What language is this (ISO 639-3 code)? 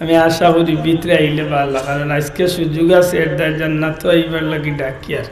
syl